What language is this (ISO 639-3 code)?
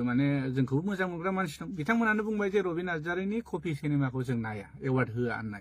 brx